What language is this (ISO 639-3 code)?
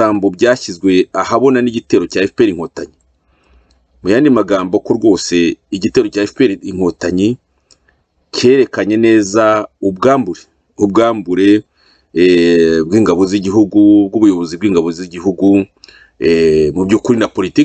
kin